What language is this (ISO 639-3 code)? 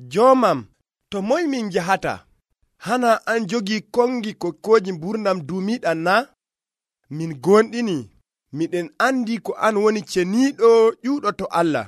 fuv